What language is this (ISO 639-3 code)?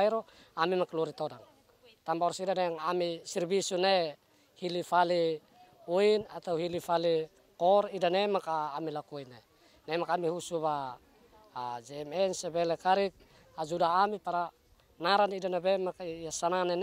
tet